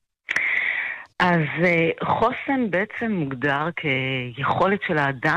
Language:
Hebrew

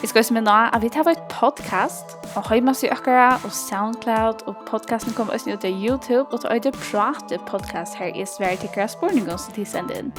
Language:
Faroese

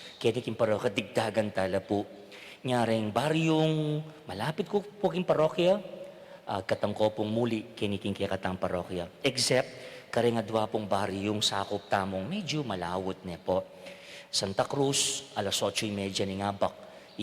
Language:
Pampanga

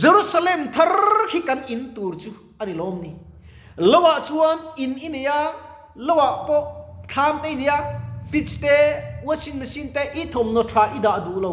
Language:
Mizo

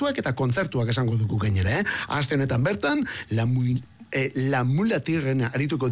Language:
Basque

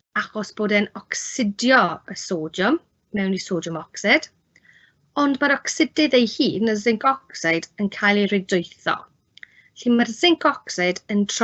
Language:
Welsh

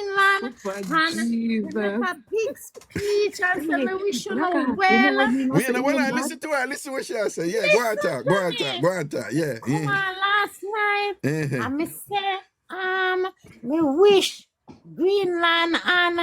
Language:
Jamaican Creole English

